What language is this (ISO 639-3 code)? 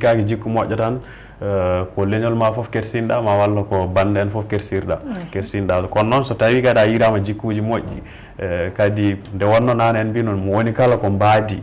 ful